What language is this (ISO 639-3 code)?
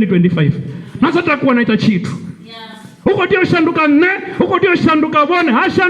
ven